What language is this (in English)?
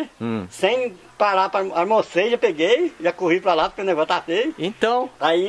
Portuguese